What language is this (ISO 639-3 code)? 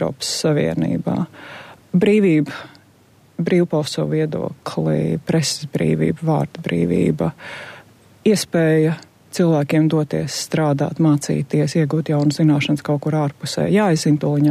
lav